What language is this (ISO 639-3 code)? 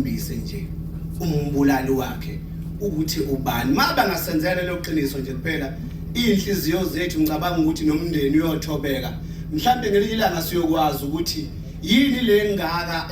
zul